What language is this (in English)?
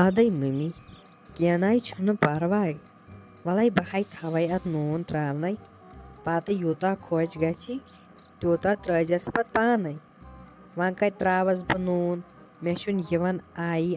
Kashmiri